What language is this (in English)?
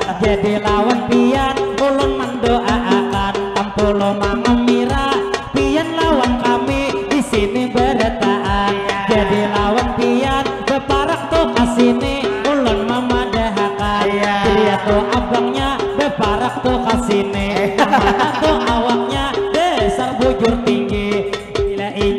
Banjar